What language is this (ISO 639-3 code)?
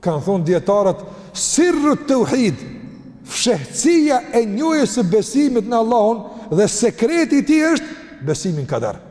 sqi